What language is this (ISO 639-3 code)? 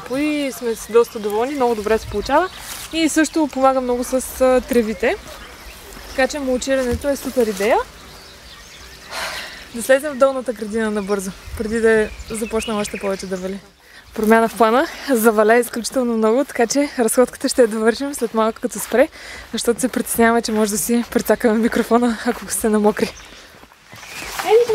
bul